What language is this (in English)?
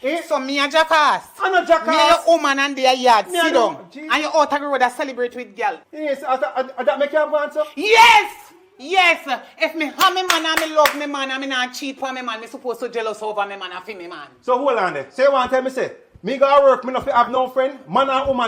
Jamaican Creole English